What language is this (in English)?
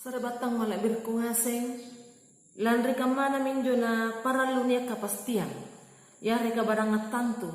Makasar